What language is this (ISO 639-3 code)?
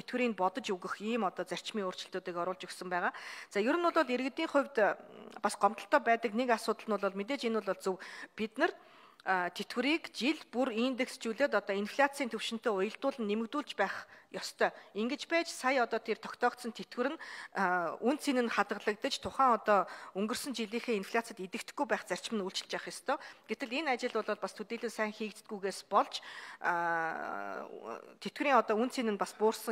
mon